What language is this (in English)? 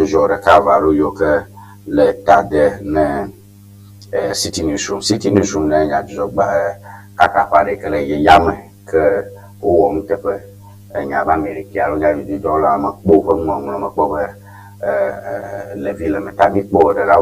Ewe